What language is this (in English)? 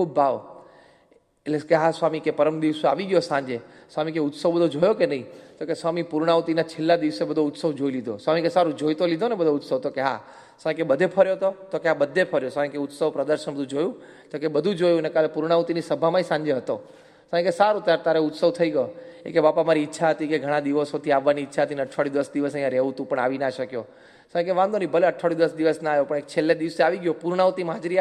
Gujarati